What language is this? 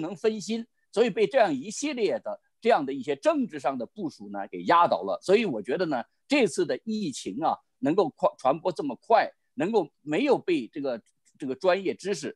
Chinese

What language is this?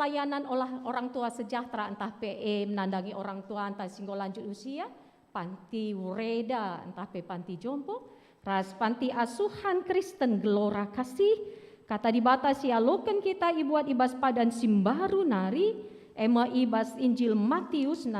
Batak Karo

